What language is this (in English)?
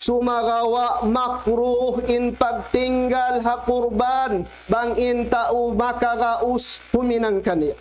Tausug